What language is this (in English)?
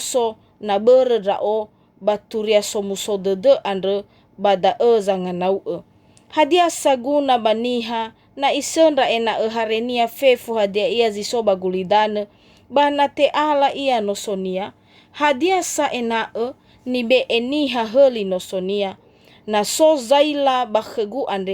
Nias